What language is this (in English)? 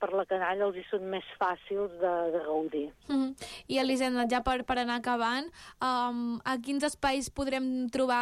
Catalan